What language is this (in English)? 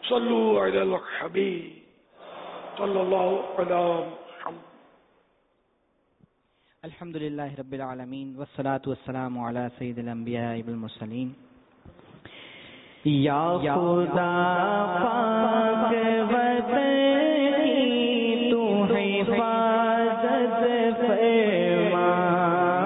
Urdu